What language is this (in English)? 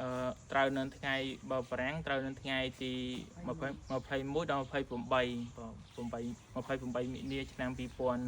Khmer